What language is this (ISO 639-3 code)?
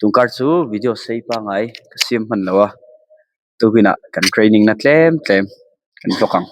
lus